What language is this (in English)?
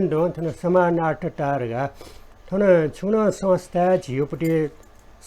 Newari